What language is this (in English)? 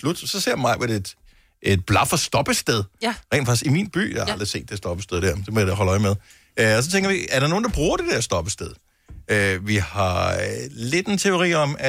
Danish